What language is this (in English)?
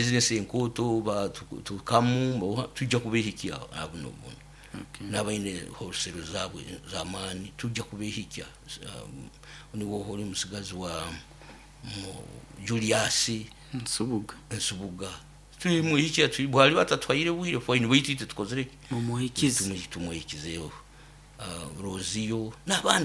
Nyoro